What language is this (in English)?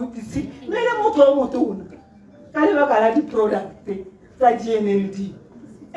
Tswana